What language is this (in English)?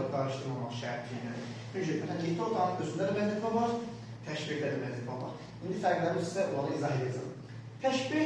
Azerbaijani